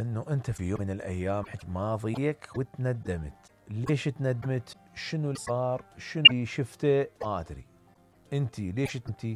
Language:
Mesopotamian Arabic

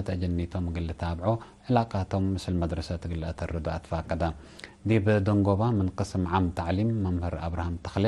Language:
Tigre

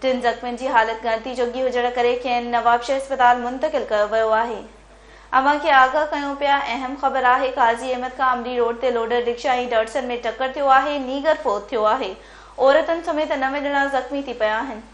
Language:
Sindhi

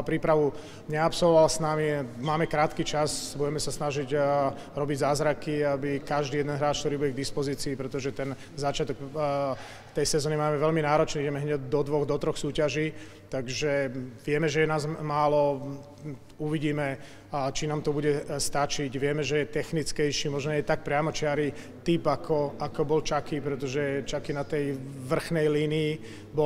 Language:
Slovak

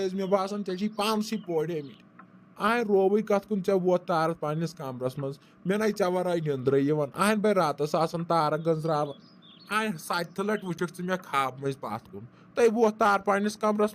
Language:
Kashmiri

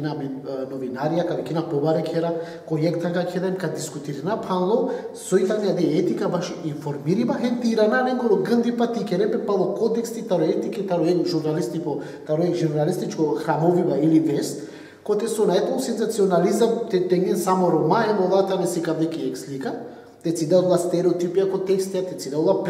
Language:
Macedonian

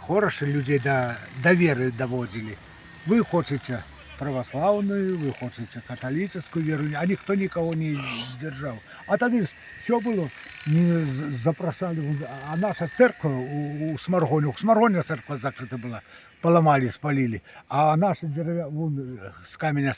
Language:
Belarusian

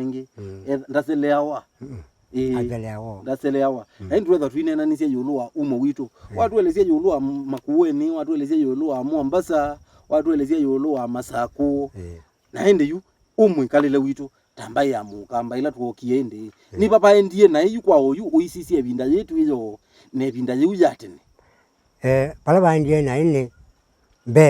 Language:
Kamba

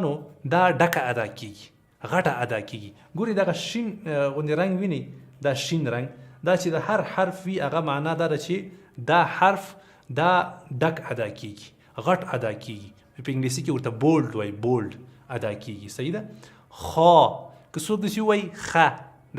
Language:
Pashto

